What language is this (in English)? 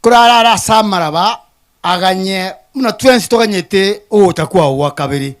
Gusii